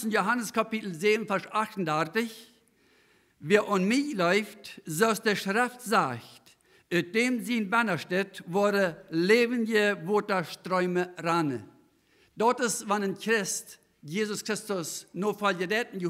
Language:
Plautdietsch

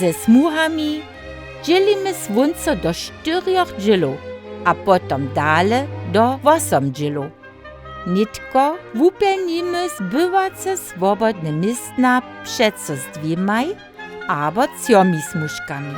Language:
Upper Sorbian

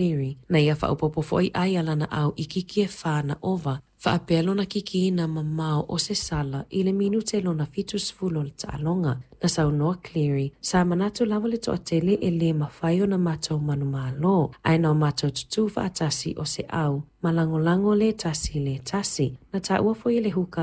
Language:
Samoan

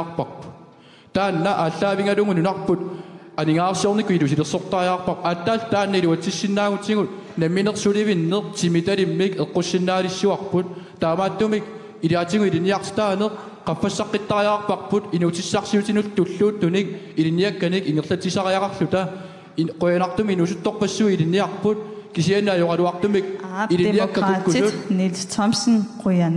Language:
Kalaallisut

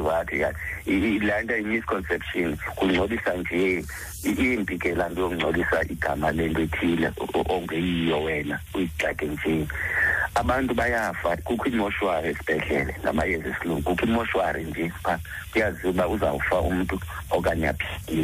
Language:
Xhosa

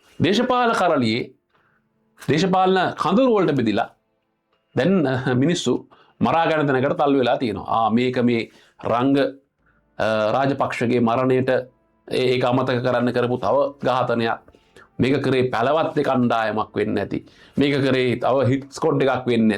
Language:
Sinhala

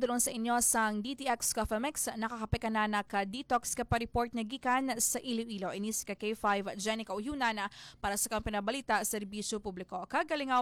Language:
Hiligaynon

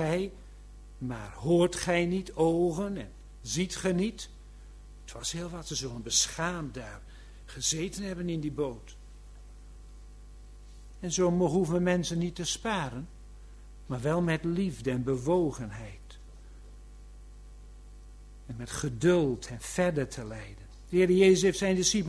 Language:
Dutch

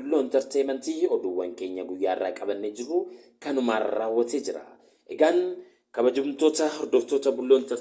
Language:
Oromo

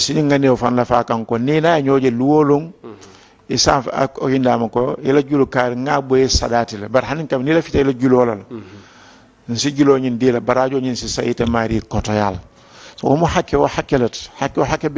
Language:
Mandingo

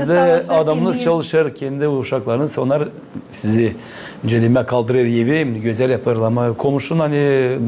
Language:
Gagauz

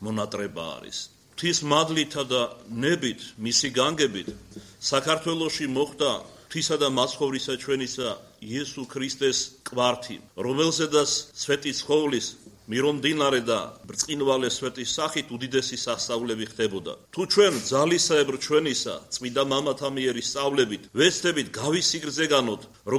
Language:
Georgian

